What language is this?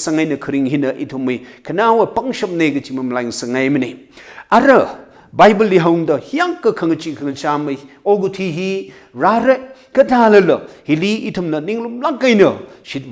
Tangkhul Naga (India)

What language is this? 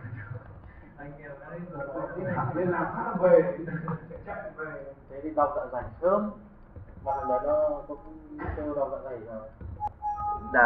Vietnamese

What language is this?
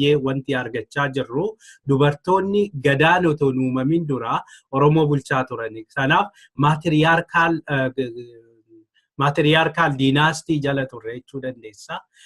Oromo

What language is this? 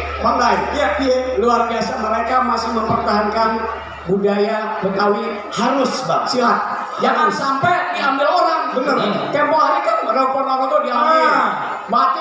Betawi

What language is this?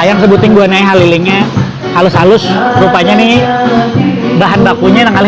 Banjar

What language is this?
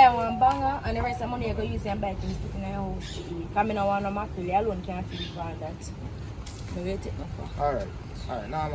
Jamaican Creole English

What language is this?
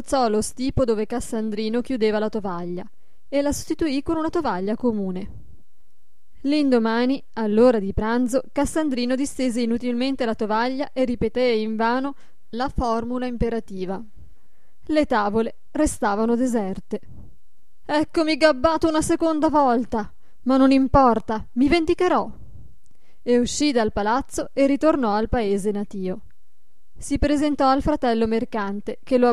Italian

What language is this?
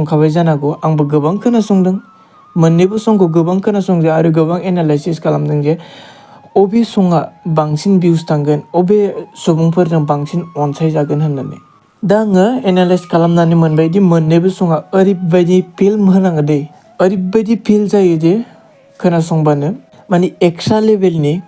Bodo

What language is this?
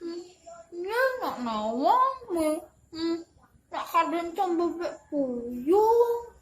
Balinese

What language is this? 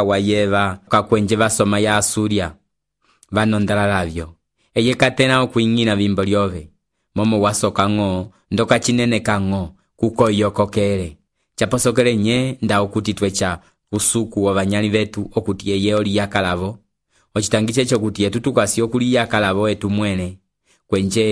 Umbundu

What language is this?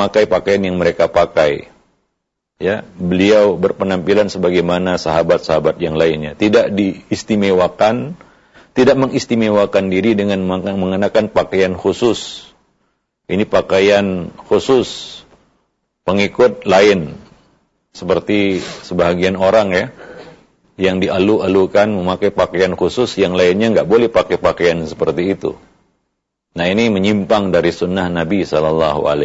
Indonesian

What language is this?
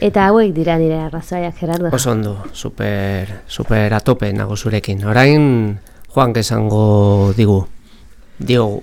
Basque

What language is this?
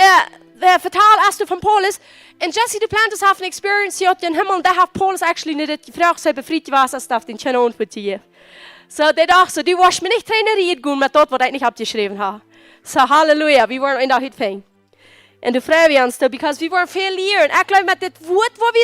Plautdietsch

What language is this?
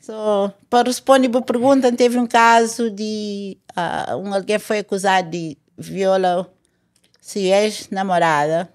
Kabuverdianu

